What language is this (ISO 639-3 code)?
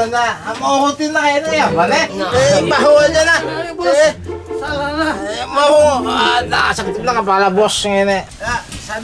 bjn